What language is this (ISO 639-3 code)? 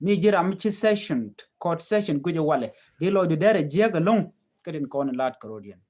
nus